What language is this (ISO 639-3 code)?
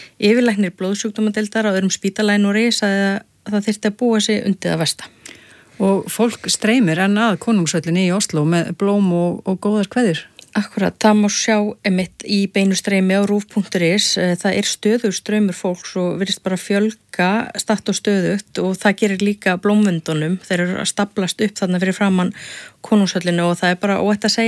isl